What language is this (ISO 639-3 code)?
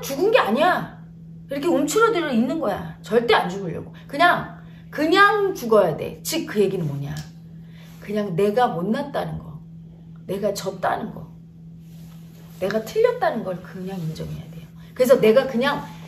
kor